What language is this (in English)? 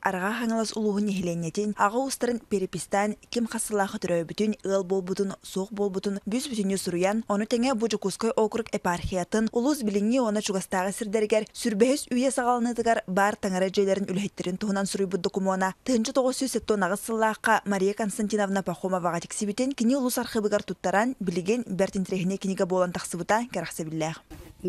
Yakut